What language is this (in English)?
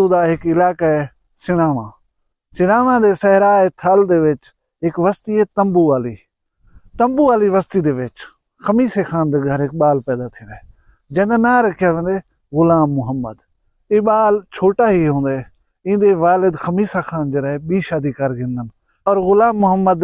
Saraiki